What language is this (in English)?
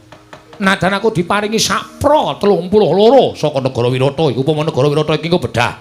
Javanese